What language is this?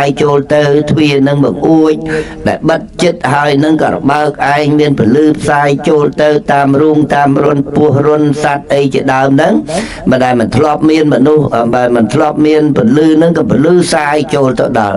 Khmer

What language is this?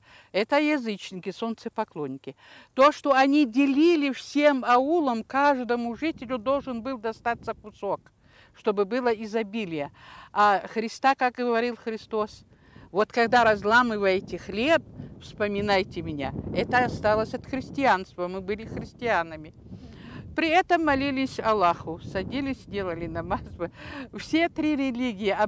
Abkhazian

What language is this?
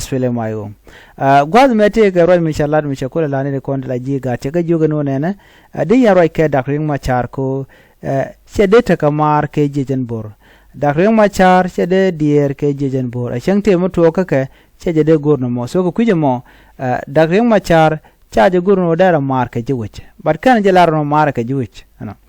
Nuer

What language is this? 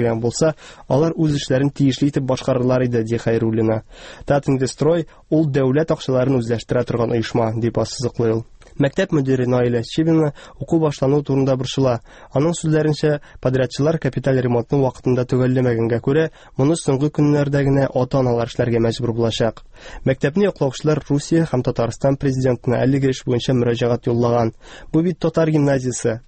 Tatar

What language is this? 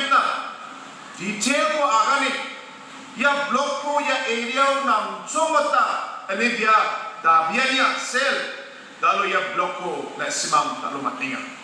Garo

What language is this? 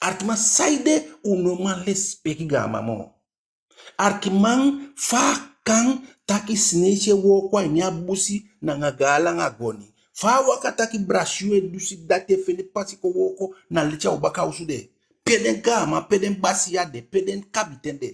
Eastern Maroon Creole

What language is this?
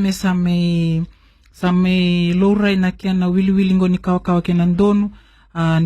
Fijian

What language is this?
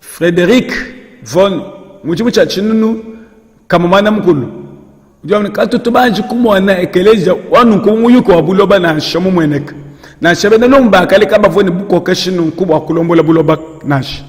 Luba-Lulua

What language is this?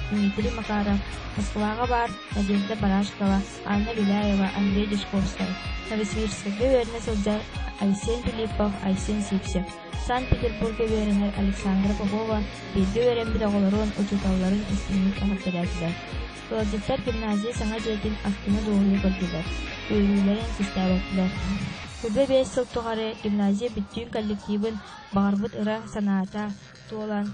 Yakut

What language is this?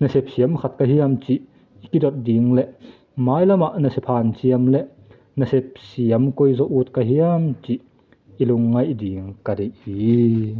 Tedim Chin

